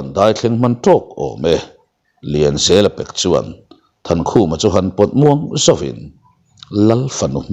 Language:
Mizo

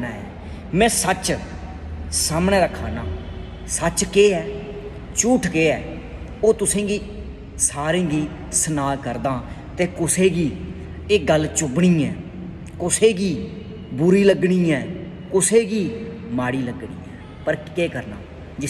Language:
Dogri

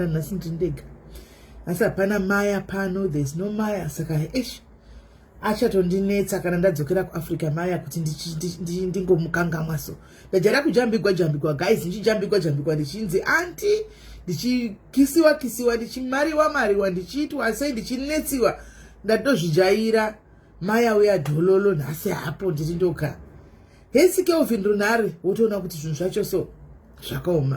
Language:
Shona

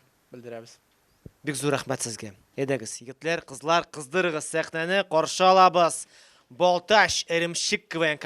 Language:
Tatar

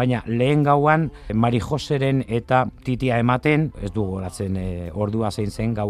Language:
Basque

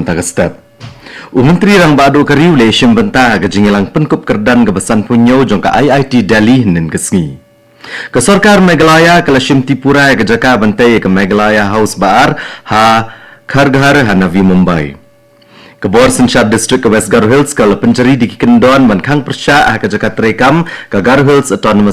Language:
Khasi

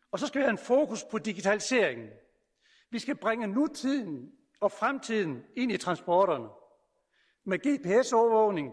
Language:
Danish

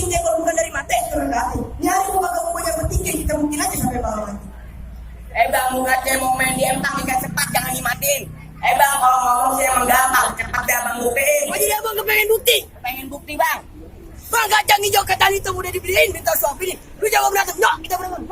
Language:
Betawi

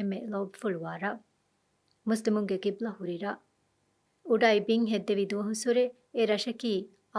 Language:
Divehi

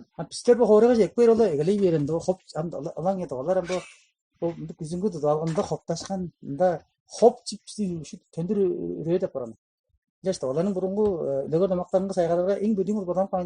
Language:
Tuvinian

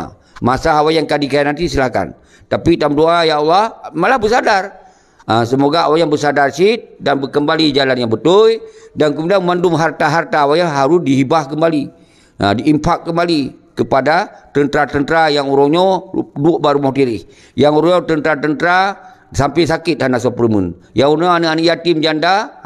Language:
Achinese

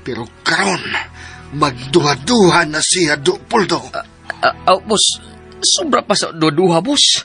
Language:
Cebuano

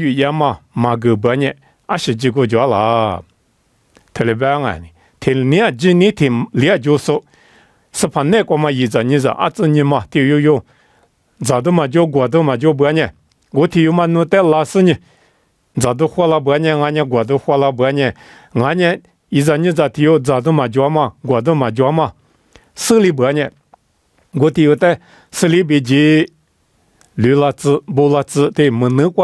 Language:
Lisu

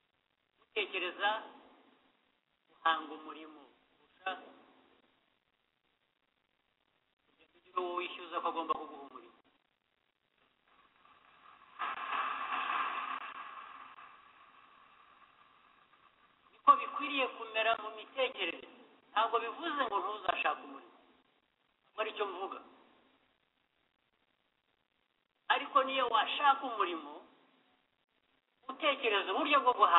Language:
Kinyarwanda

